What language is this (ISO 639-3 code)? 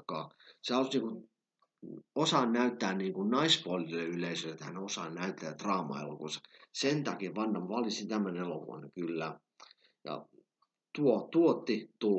fin